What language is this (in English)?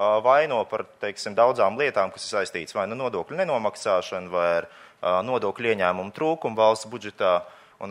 Latvian